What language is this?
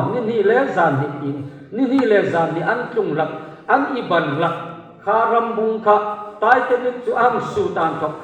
Hmar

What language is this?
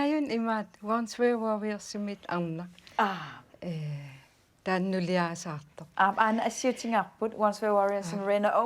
Kalaallisut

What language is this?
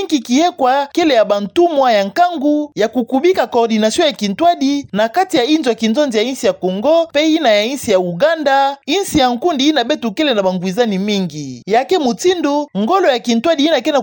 Kituba (Democratic Republic of Congo)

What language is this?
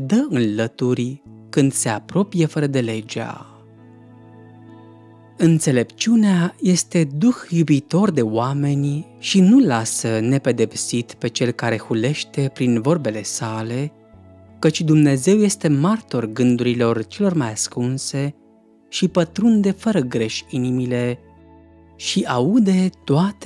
Romanian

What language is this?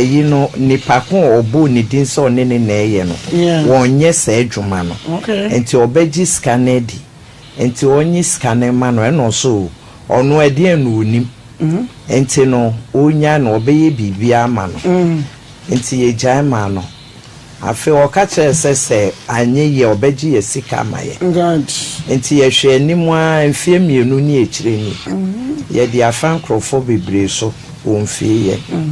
Akan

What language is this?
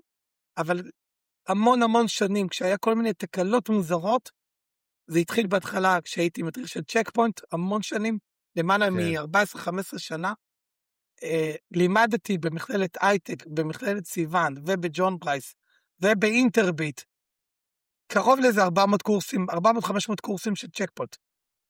Hebrew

